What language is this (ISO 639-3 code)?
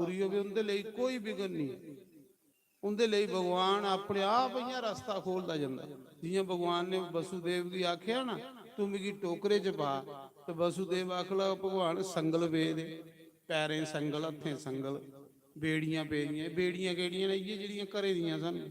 doi